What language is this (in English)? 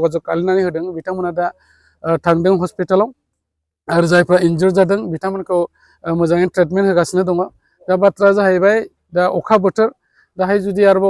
Bodo